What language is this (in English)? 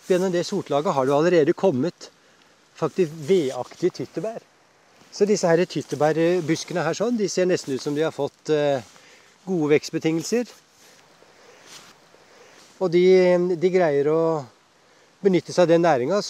Norwegian